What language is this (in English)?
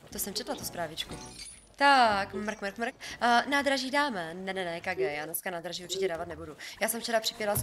Czech